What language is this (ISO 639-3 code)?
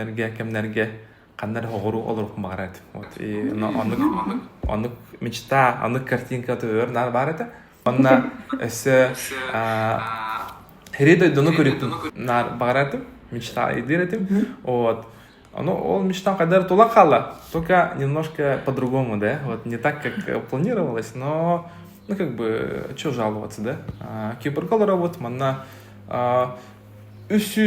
sah